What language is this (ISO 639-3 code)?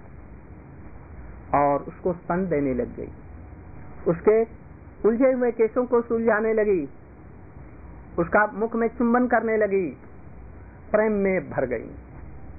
hin